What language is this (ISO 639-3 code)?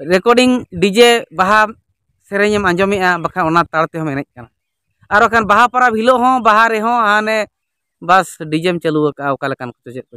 sat